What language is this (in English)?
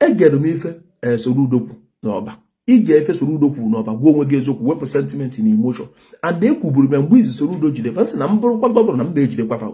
Igbo